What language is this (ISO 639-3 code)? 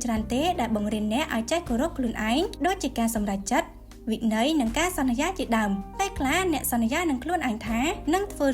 khm